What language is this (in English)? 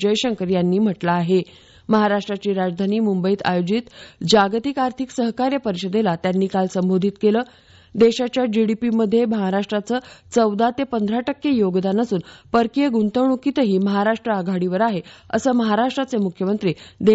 Marathi